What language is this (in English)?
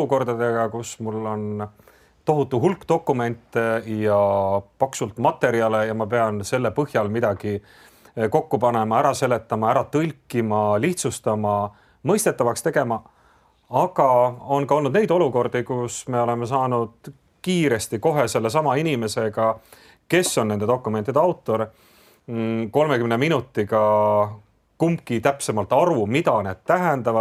Estonian